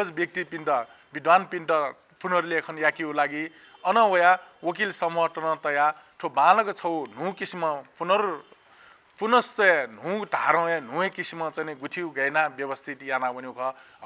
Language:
Newari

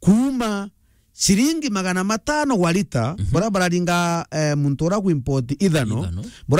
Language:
Meru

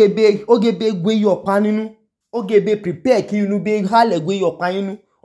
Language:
Idoma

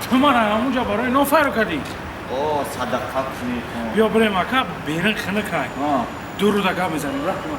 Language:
Tajik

